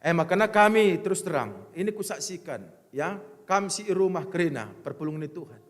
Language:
Batak Karo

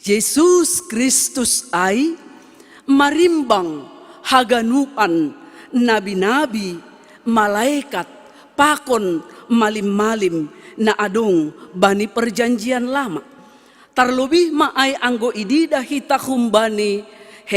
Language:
Batak Simalungun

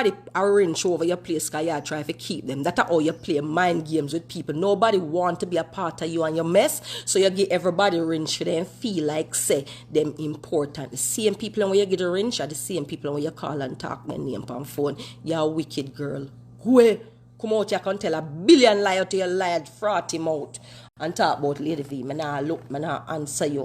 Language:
Jamaican Creole English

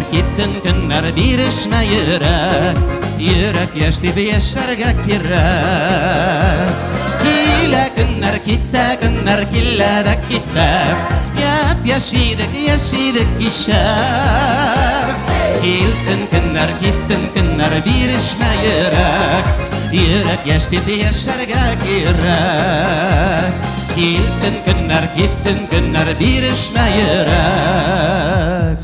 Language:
Bashkir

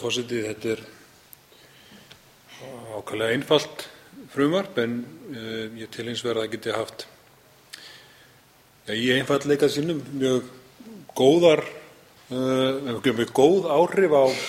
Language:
Icelandic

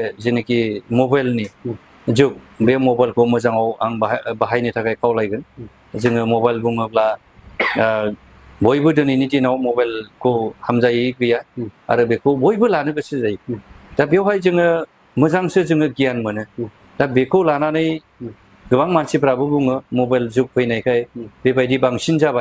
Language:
Bodo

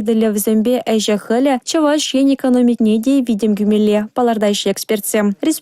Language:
Chuvash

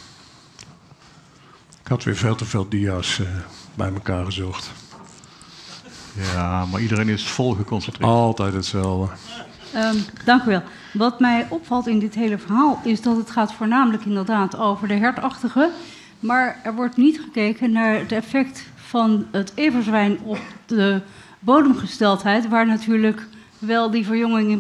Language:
Dutch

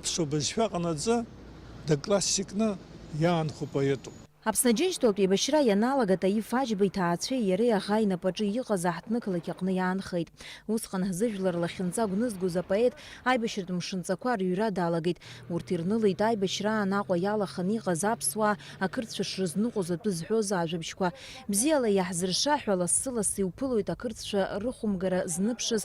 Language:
Abkhazian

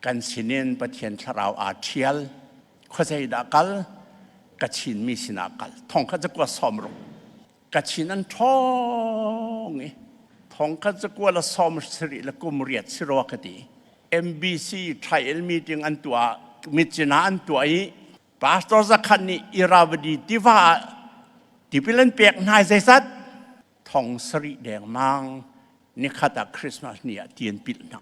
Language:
Falam Chin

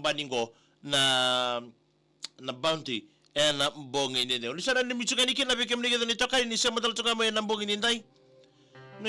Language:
Fijian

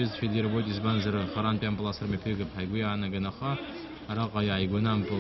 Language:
Abkhazian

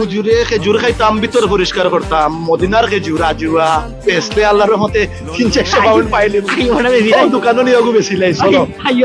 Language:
Sylheti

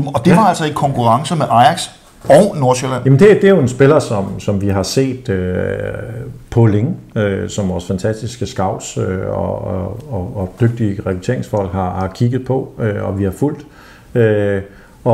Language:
Danish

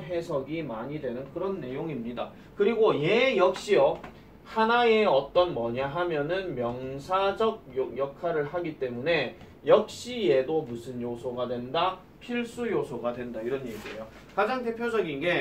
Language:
Korean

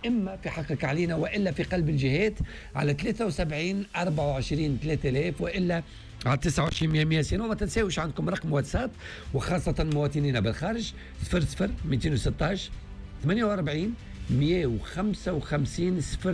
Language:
Tunisian Arabic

